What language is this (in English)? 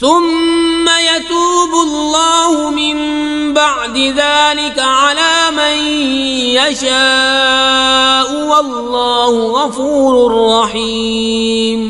Kashmiri